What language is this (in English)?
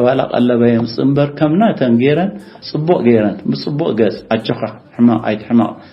Tigrinya